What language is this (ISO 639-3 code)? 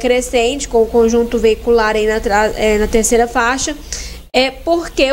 por